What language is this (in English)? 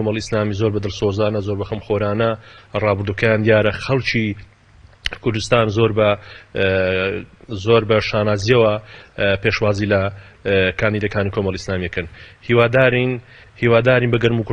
Central Kurdish